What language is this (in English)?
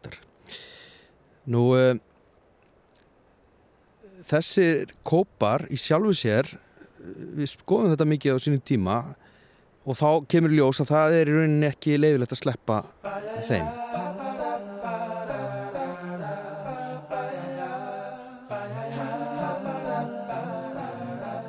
Icelandic